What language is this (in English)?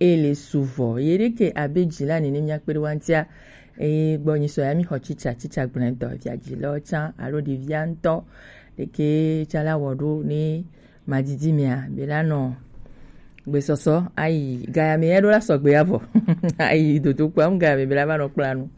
Gen